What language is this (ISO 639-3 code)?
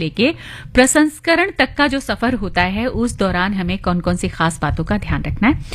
hin